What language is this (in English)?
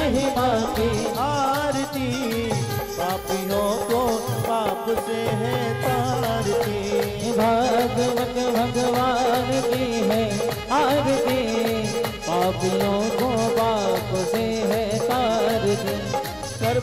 Hindi